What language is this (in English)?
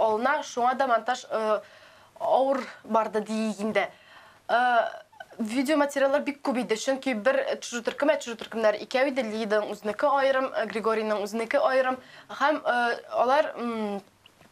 Tatar